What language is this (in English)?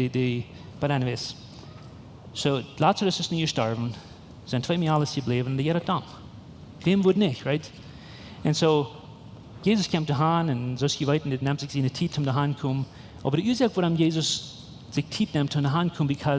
Plautdietsch